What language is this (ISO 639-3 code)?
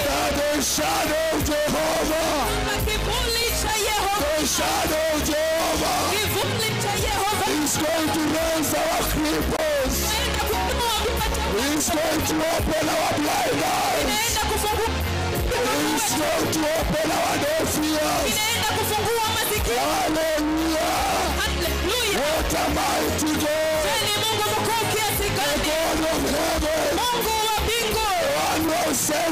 swa